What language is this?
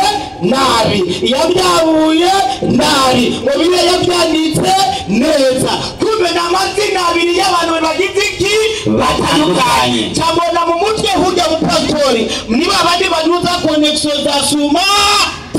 Rundi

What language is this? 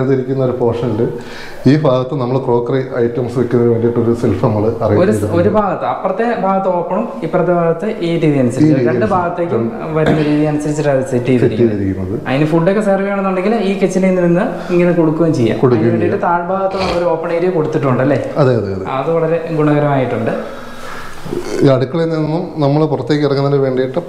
Malayalam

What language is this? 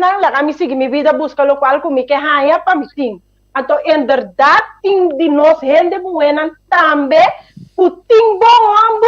Papiamento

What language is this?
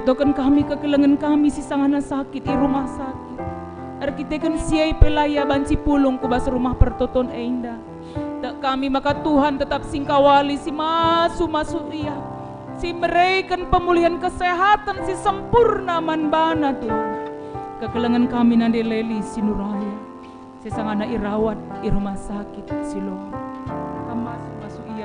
Batak Karo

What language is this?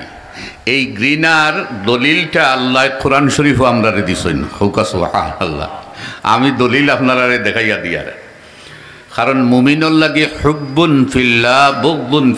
Sylheti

